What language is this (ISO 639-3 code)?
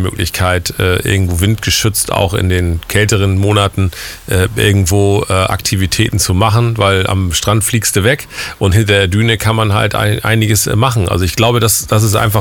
deu